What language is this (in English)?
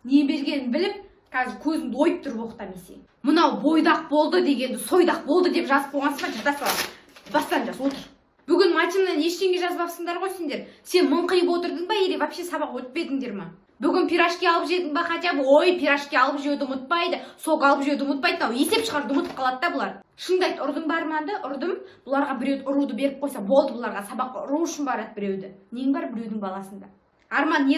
Kazakh